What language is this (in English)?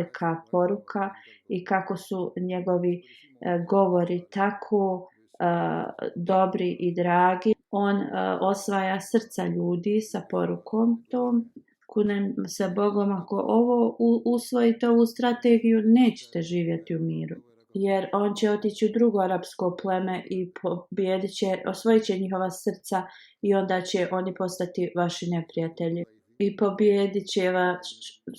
Bosnian